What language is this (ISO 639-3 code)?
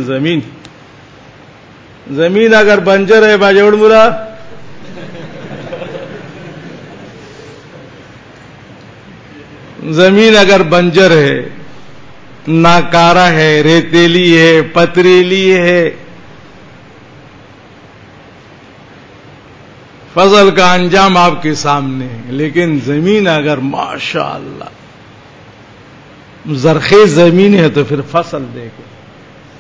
urd